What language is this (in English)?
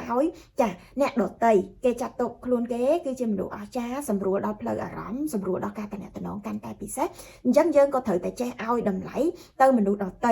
Khmer